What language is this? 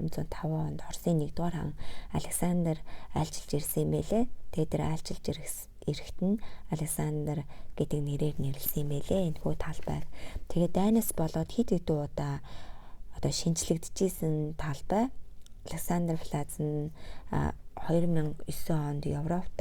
Mongolian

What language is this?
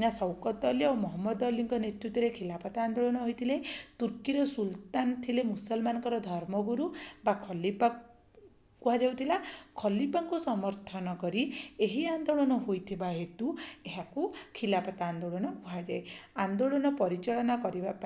Odia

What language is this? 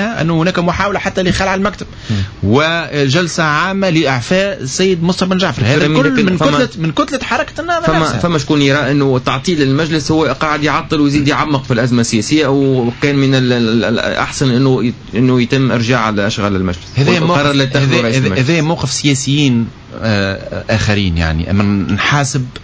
Tunisian Arabic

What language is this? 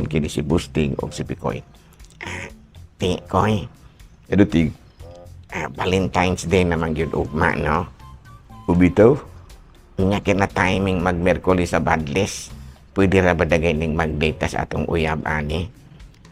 Cebuano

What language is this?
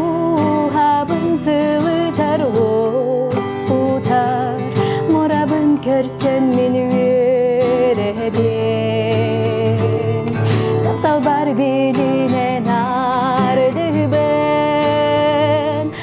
Yakut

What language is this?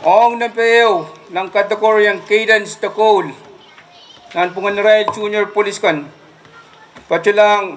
Pohnpeian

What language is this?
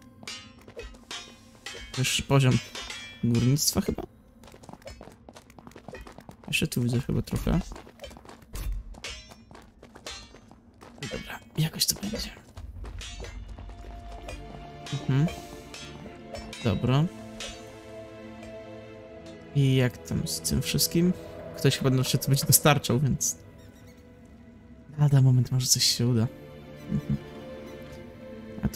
Polish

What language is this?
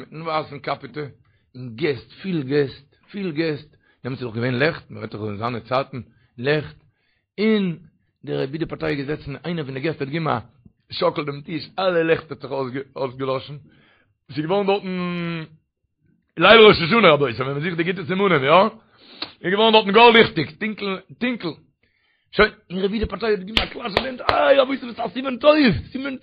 Yiddish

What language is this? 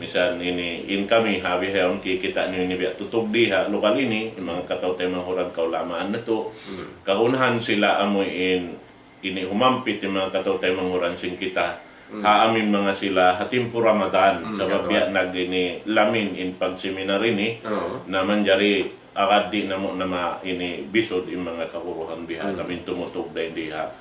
Tausug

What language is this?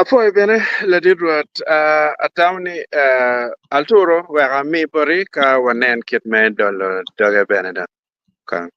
Acoli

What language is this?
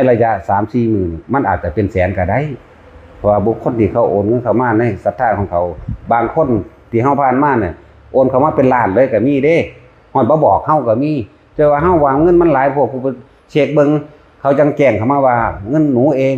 Northeastern Thai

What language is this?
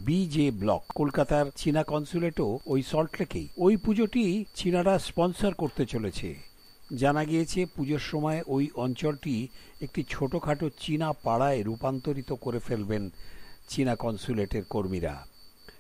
Bangla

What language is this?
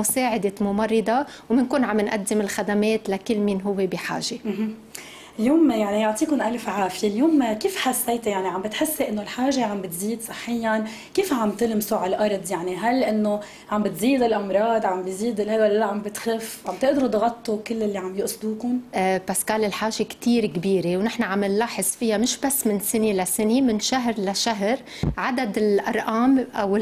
North Levantine Arabic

